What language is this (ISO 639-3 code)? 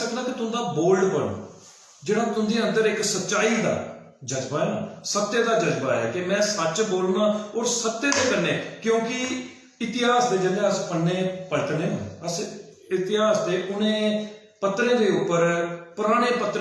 doi